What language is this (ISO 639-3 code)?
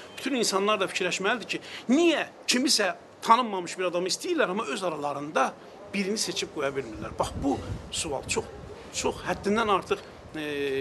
aze